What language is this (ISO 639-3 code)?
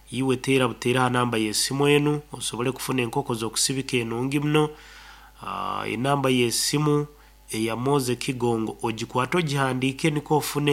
nyo